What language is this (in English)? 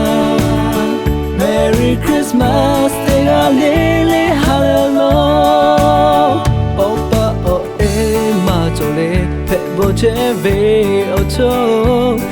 Lahu